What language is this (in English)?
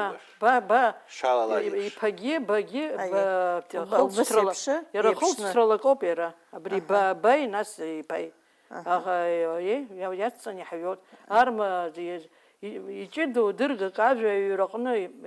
Abkhazian